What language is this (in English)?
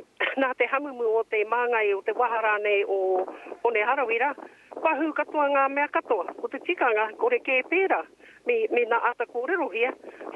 Māori